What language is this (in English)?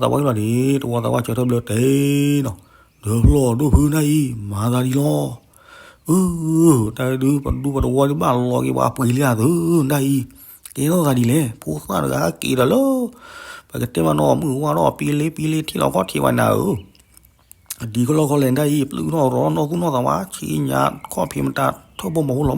S'gaw Karen